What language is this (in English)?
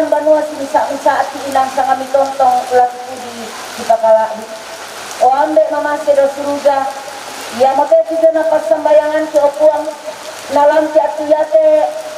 Toraja-Sa'dan